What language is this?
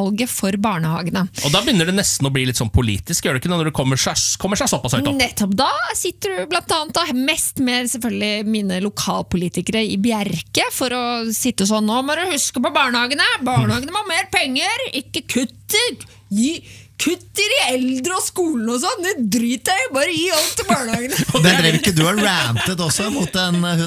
Norwegian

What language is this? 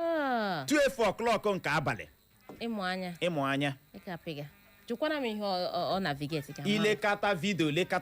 Igbo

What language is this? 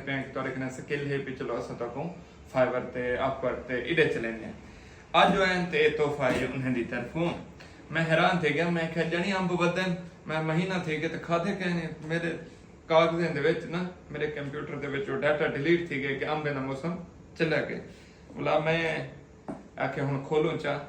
Saraiki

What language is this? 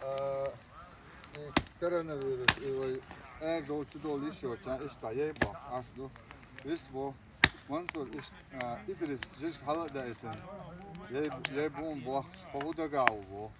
Chechen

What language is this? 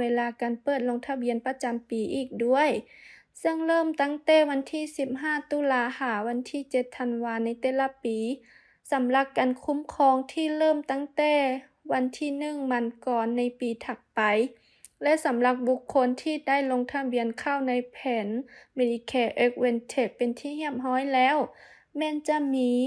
Lao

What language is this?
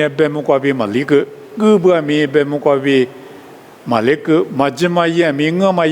Lisu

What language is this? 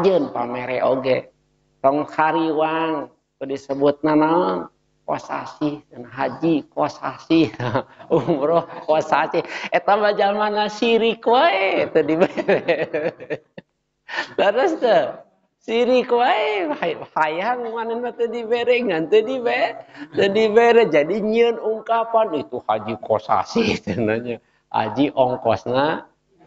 Sundanese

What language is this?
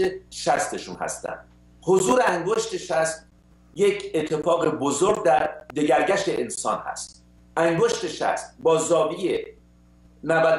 Persian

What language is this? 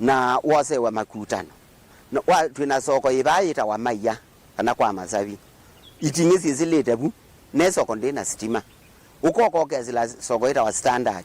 Kamba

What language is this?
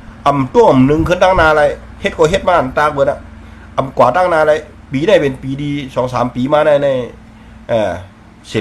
Shan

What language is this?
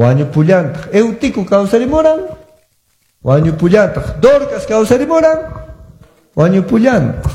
Quechua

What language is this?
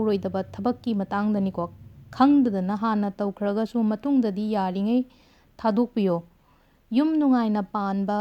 Manipuri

